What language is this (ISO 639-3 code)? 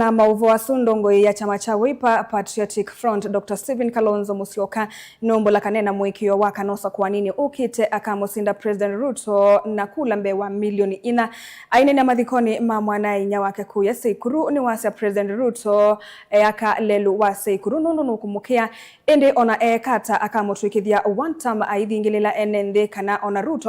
kam